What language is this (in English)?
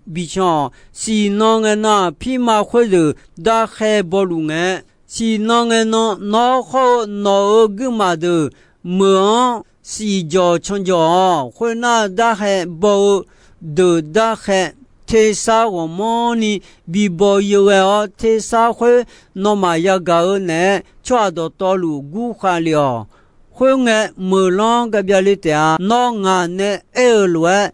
Akha